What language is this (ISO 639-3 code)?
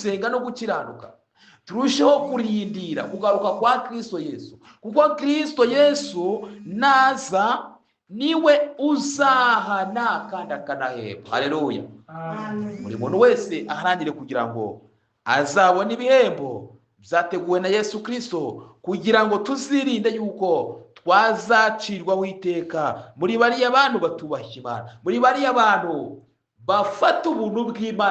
kin